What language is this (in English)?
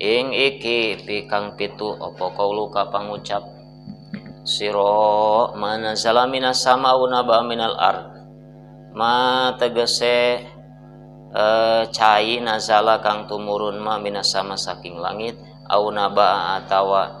Sundanese